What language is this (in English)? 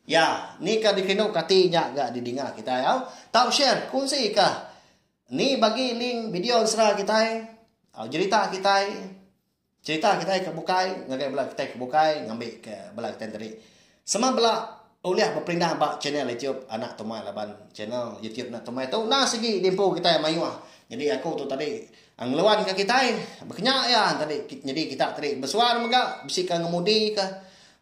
Iban